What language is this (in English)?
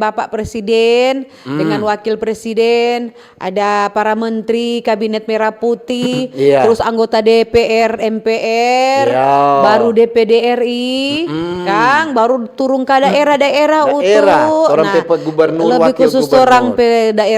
Manado Malay